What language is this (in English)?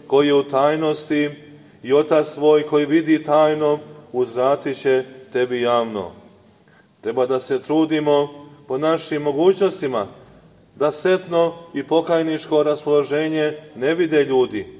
Serbian